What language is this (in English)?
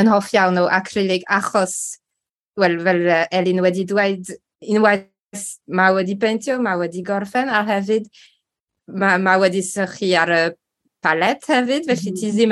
Welsh